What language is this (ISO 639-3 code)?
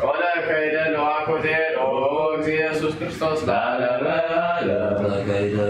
gez